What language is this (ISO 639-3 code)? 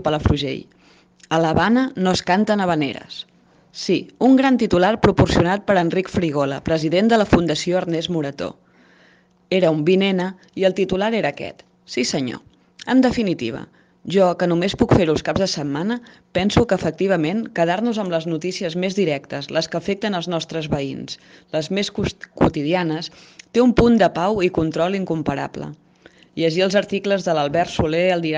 cat